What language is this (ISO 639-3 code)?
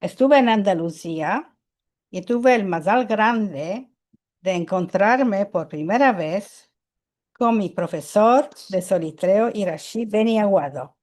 lad